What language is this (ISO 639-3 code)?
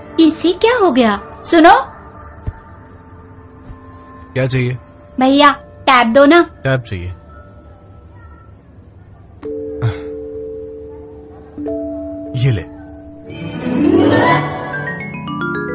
hin